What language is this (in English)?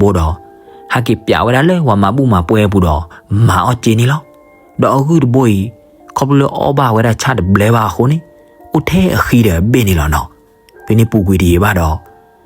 S'gaw Karen